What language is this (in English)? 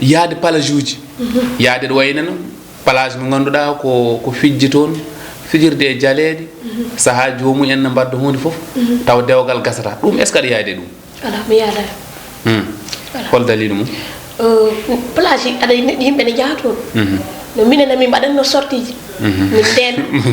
Fula